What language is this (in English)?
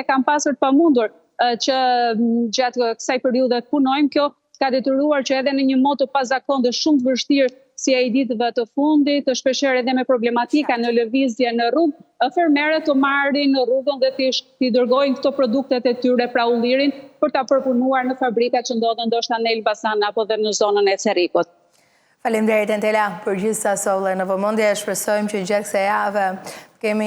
Albanian